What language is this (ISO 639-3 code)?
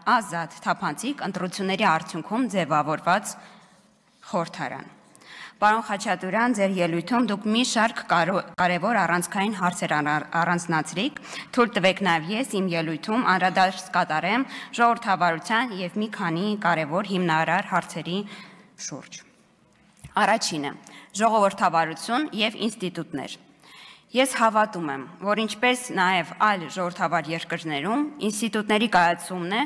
hye